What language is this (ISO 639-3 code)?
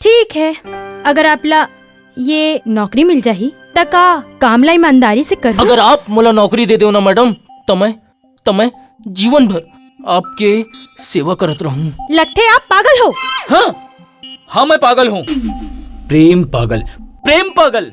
hne